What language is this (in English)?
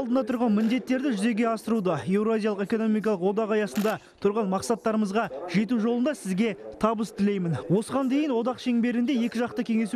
Kazakh